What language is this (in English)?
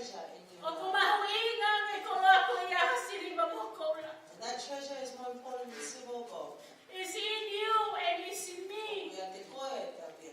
Tongan